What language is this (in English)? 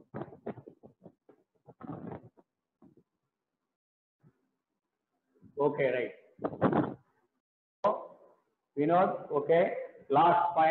Telugu